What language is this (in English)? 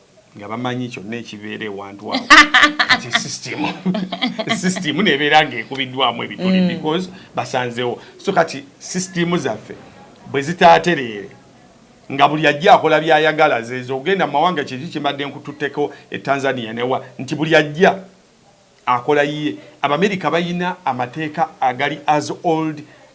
Ganda